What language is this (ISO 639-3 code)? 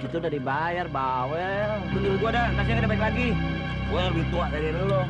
bew